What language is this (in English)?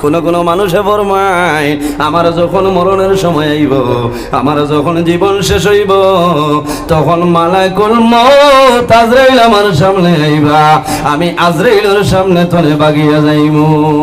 Sylheti